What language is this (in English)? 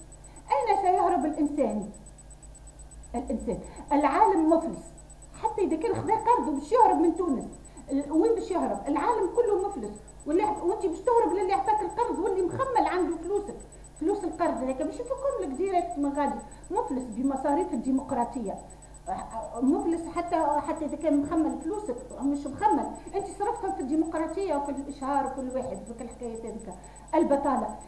Tunisian Arabic